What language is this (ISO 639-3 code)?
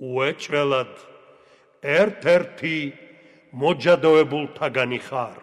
kat